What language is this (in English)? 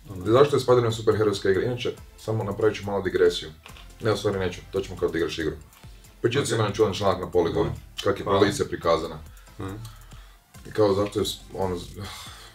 Croatian